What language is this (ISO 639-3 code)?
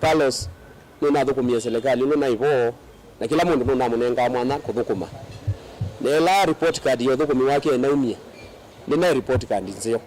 kam